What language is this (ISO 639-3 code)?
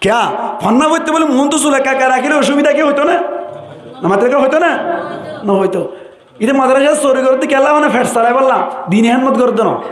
rhg